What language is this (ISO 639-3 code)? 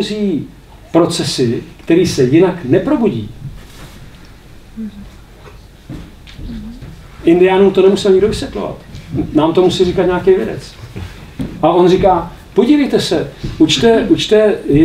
ces